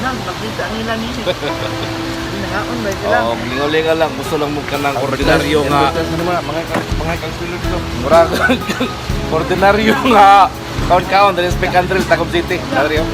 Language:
Cebuano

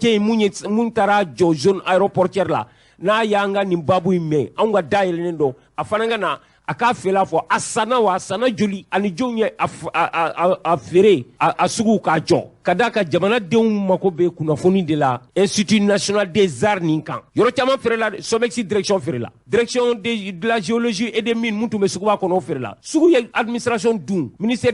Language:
Bambara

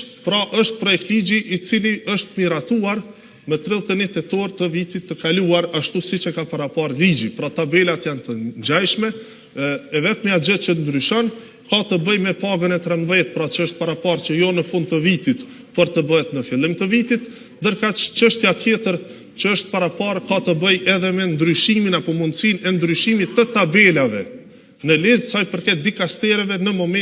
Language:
Albanian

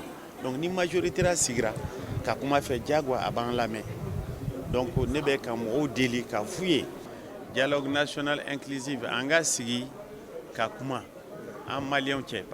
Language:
Bambara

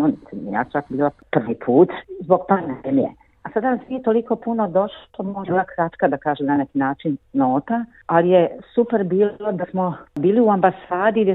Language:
Serbian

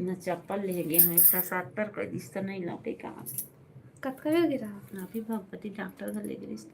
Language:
Chhattisgarhi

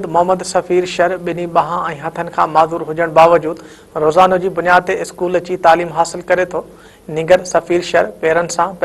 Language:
Sindhi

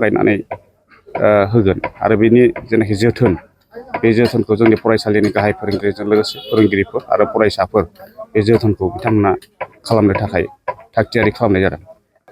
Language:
Bodo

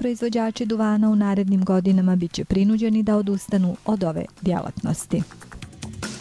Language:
Bosnian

